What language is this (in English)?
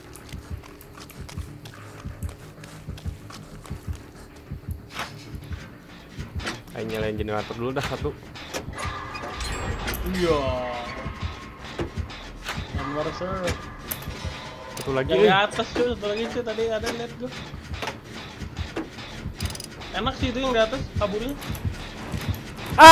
Indonesian